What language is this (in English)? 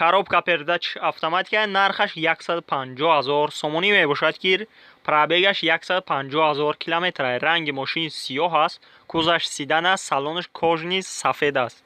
Tajik